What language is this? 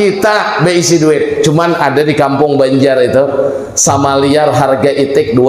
Banjar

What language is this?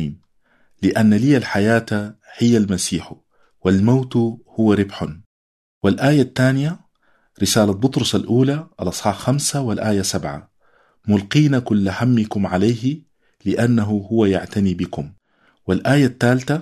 Arabic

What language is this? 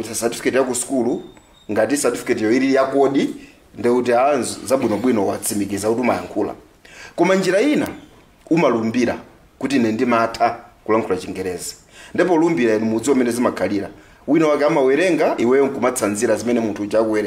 Nyanja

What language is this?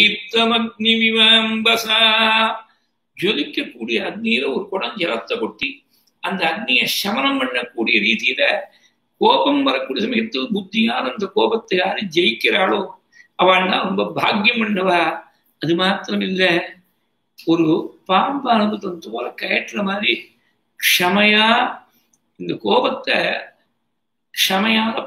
Tamil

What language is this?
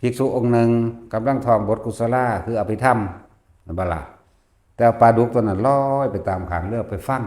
Northeastern Thai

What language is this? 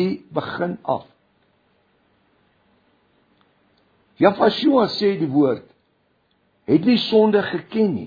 Afrikaans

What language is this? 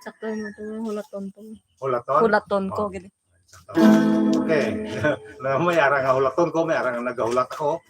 Hiligaynon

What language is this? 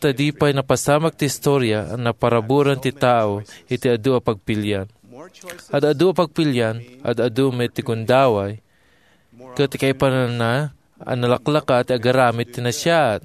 Iloko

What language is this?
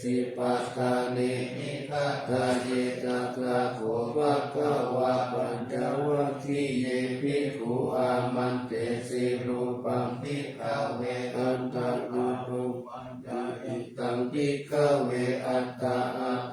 Pali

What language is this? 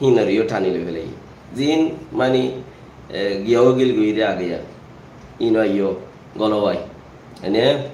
Rohingya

